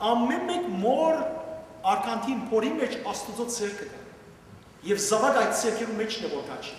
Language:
Western Armenian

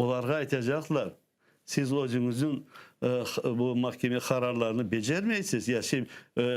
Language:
Crimean Tatar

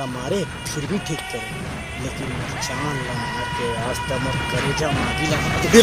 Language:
Chhattisgarhi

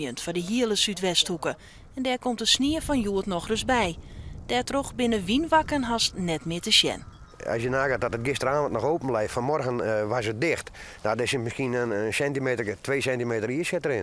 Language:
Western Frisian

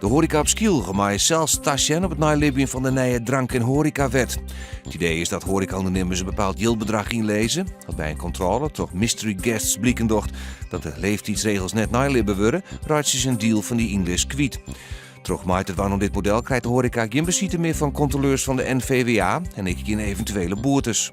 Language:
Western Frisian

